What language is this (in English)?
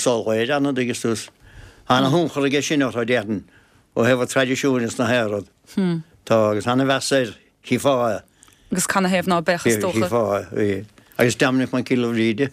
Irish